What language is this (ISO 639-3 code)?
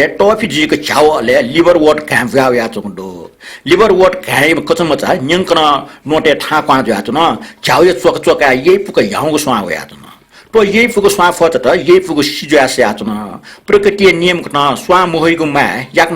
new